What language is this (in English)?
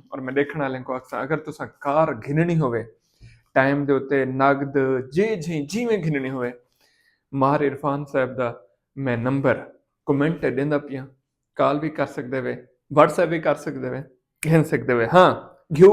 Saraiki